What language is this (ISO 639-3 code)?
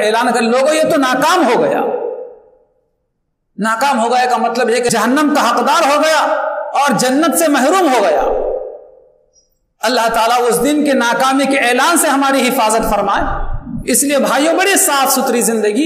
urd